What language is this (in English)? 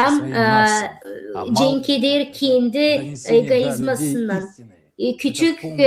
Gagauz